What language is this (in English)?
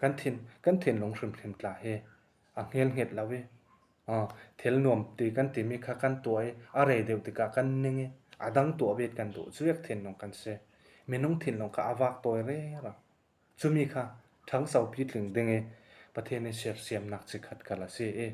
Falam Chin